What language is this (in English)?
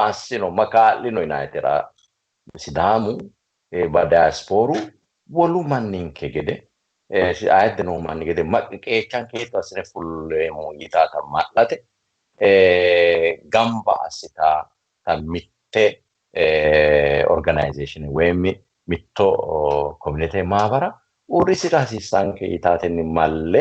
Sidamo